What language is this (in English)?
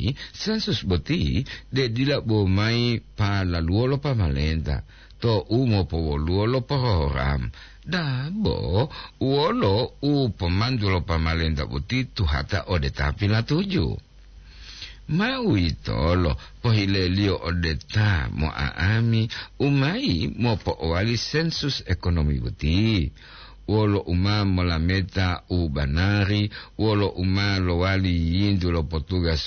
Gorontalo